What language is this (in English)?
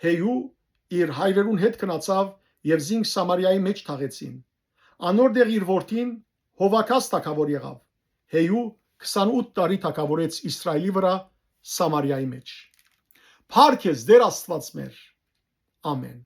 Western Armenian